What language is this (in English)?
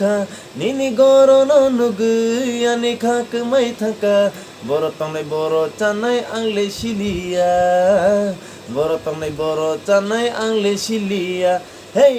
Kok Borok